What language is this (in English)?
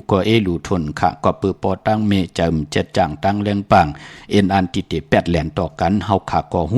Shan